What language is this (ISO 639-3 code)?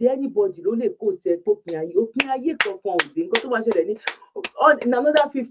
yor